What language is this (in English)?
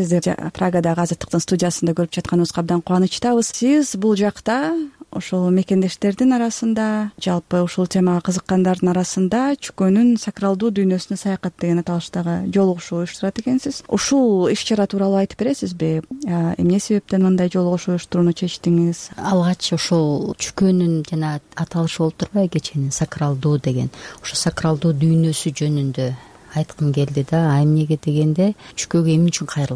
Kyrgyz